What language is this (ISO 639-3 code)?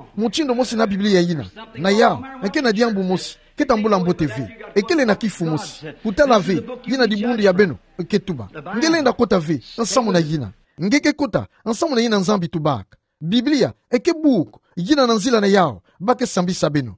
ktu